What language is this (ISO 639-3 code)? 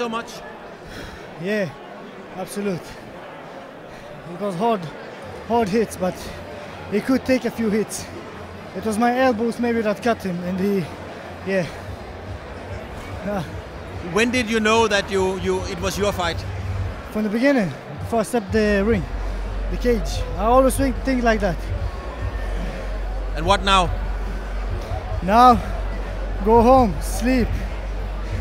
dan